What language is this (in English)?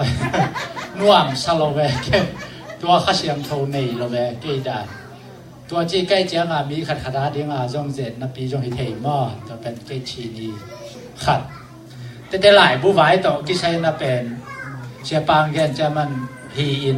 Tedim Chin